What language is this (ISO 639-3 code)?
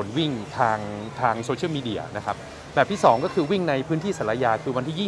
tha